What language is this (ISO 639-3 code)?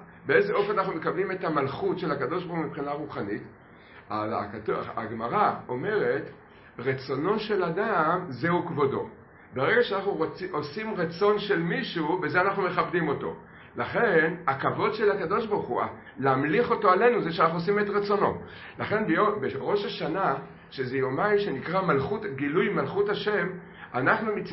heb